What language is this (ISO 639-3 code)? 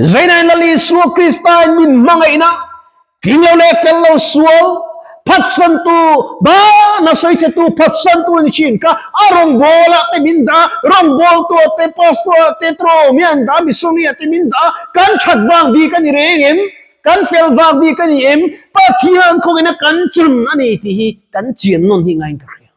lus